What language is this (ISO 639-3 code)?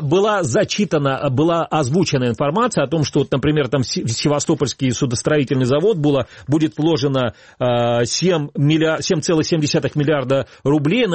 rus